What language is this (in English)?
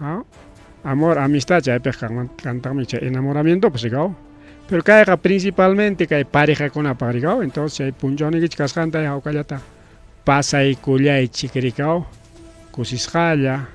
Ayacucho Quechua